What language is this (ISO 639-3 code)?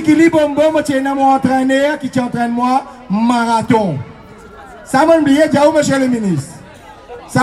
mfe